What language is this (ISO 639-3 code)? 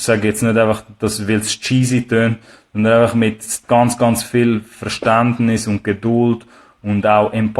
gsw